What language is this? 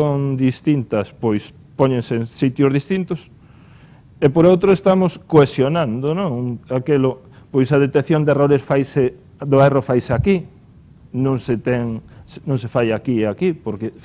Galician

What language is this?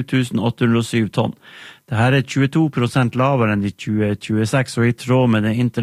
Norwegian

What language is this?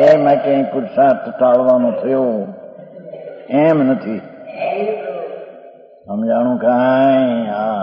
Gujarati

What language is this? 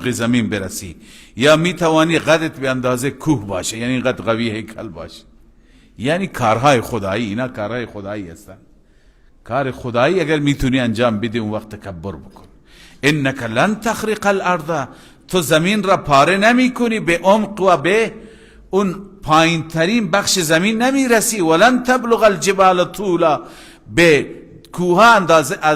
Persian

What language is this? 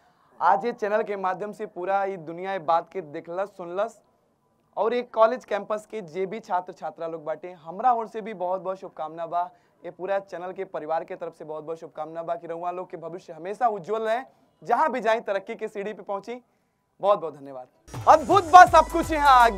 Bhojpuri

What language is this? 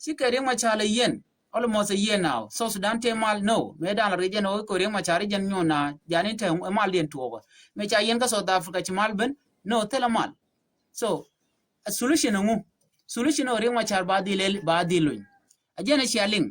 Nuer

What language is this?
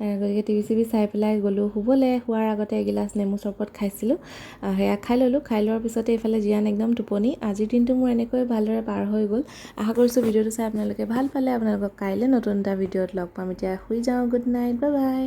Assamese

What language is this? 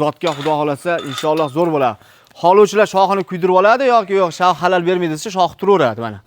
Uzbek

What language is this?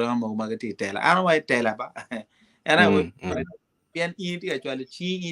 Acoli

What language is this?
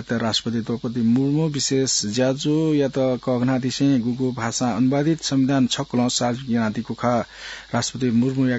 Newari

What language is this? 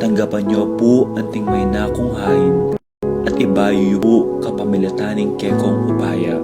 Pampanga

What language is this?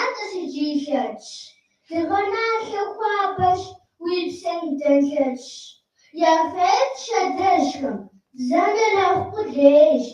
Kabardian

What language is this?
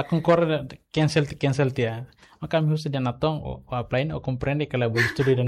Tetum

